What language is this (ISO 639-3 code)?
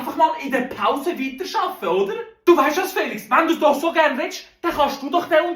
gsw